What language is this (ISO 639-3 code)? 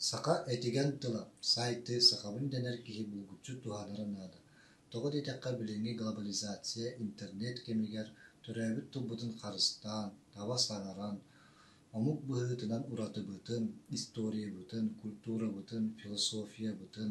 sah